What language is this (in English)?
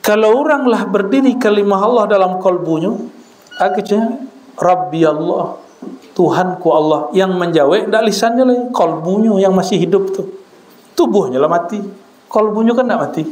Minangkabau